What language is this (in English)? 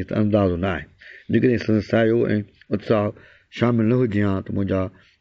Sindhi